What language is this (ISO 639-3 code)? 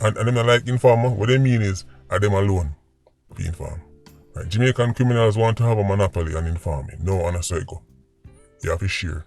jam